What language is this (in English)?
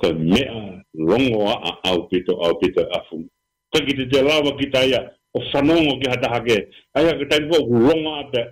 Tongan